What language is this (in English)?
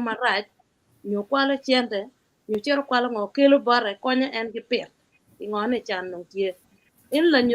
Acoli